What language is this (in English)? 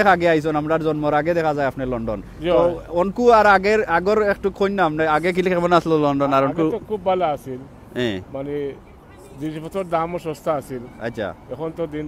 Sylheti